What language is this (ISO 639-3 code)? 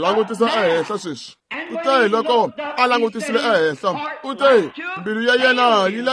tso